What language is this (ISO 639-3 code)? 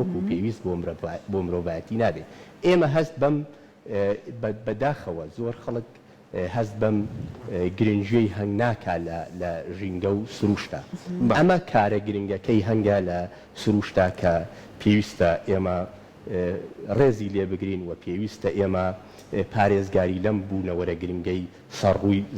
ckb